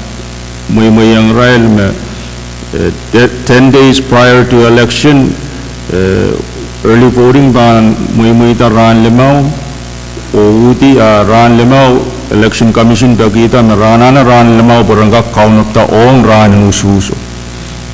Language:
Pohnpeian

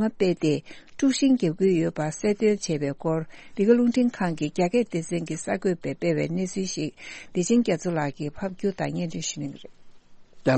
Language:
Tibetan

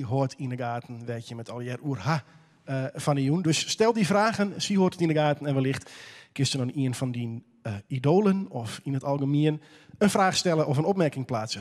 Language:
Western Frisian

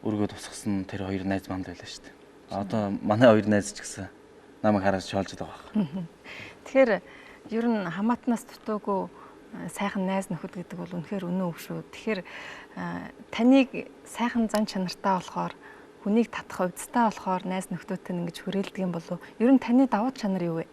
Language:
Mongolian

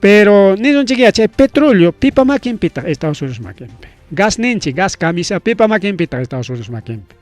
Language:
Ayacucho Quechua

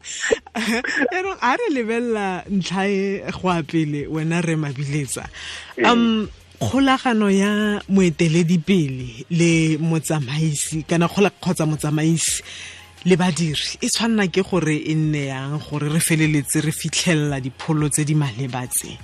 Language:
Tswana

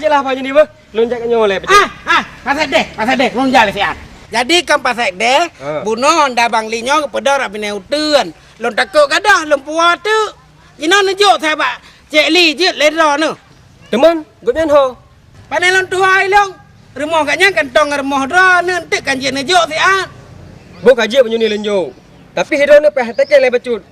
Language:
Achinese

